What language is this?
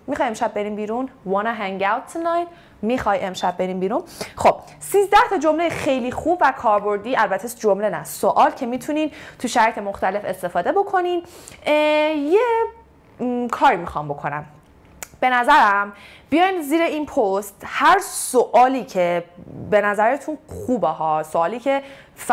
Persian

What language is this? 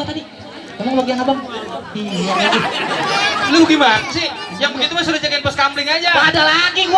Betawi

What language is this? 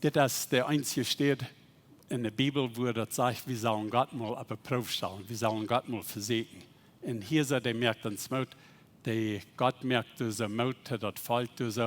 Plautdietsch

